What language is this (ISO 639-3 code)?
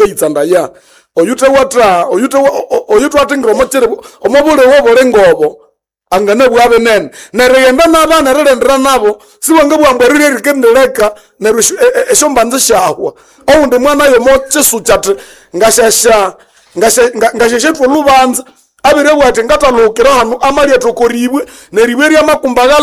nnb